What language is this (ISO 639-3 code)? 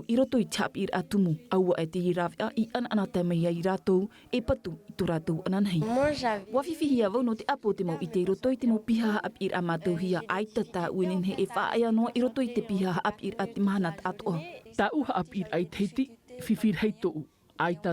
tah